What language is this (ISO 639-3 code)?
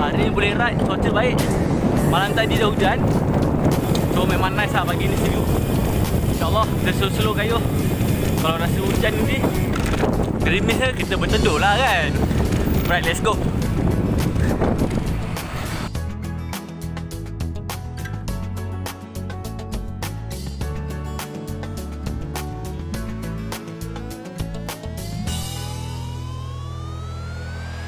msa